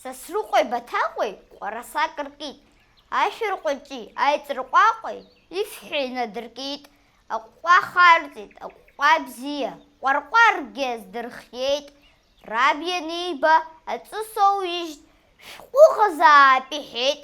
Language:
Abkhazian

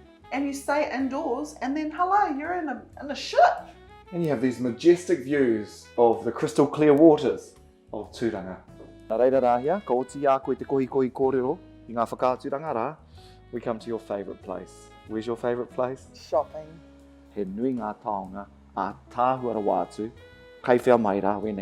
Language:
Māori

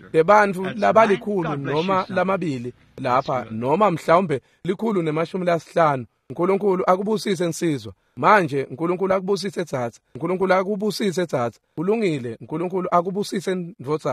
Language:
Swati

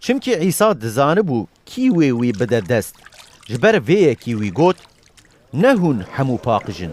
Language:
Kurdish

